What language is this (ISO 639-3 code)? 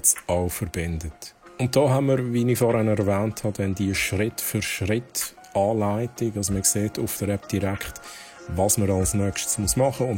gsw